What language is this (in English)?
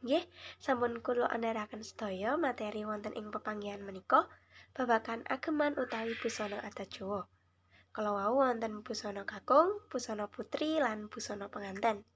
Javanese